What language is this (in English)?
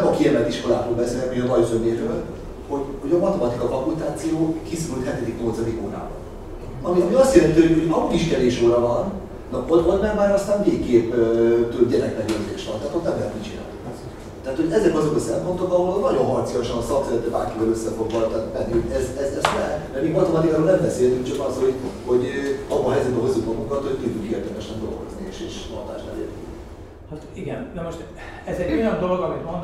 Hungarian